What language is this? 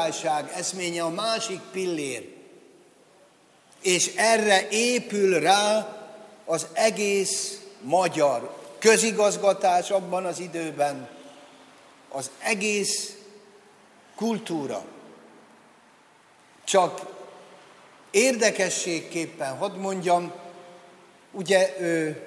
Hungarian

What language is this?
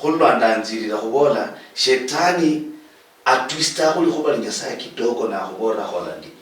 Luyia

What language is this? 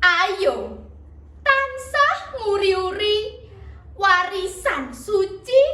Javanese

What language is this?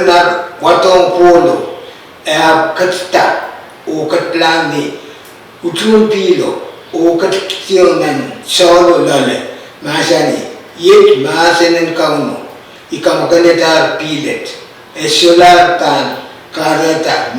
Pohnpeian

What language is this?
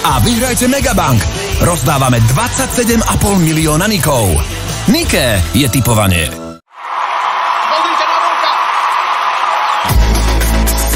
Slovak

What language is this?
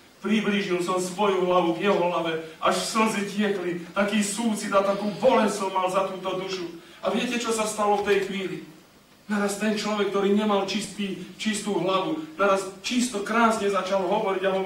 Slovak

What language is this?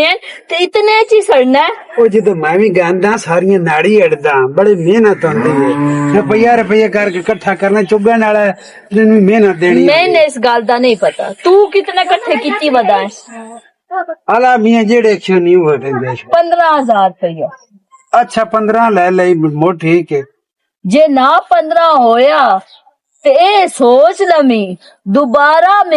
Western Panjabi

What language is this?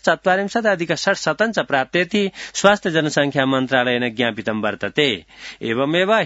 Sanskrit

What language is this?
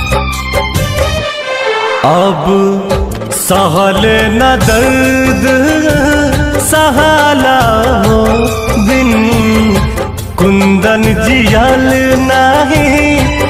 Bhojpuri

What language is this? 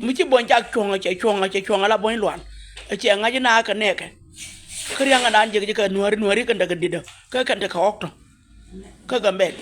Nuer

